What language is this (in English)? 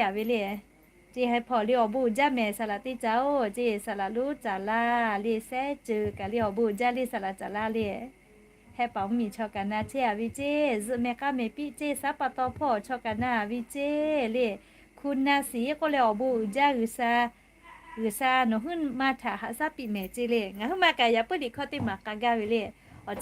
Lahu